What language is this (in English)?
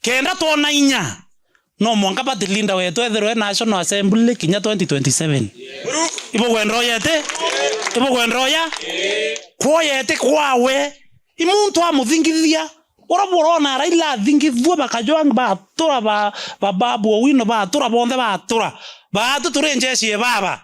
Meru